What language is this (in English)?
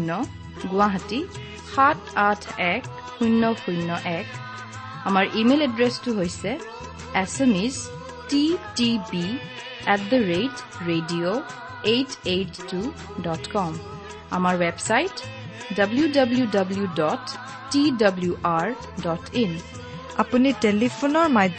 Assamese